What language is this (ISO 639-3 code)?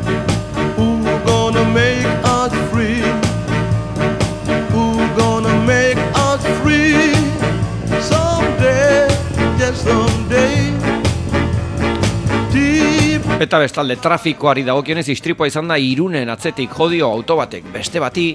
eus